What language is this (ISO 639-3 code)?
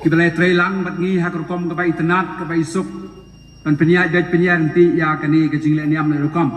kha